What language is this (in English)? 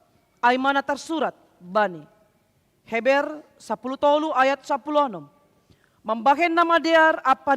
Batak Simalungun